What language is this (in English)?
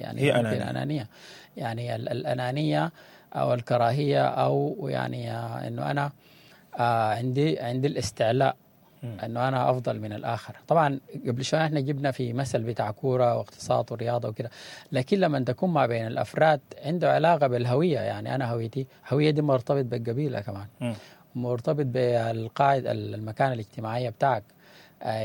Sudanese Arabic